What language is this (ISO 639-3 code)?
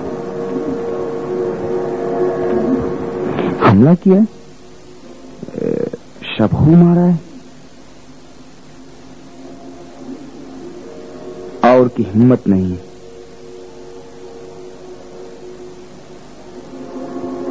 urd